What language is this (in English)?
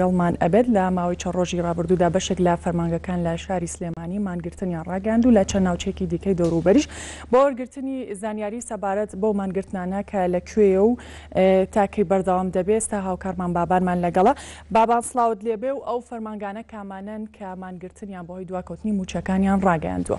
Central Kurdish